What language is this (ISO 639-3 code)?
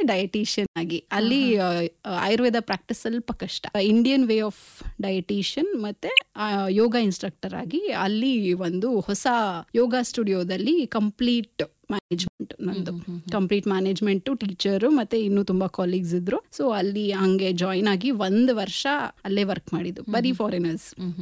kan